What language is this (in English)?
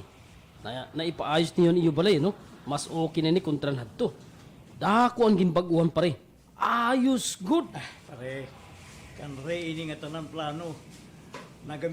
Waray